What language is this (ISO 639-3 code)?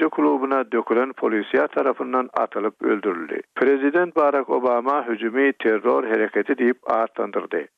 tuk